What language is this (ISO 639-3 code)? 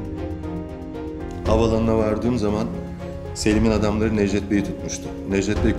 tur